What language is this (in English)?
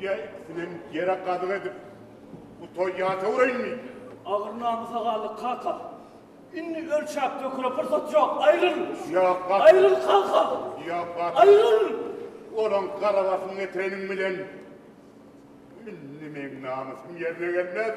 Turkmen